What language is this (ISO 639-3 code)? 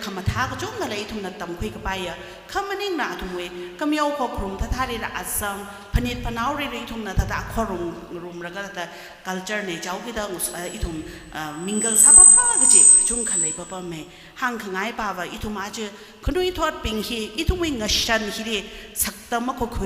nmf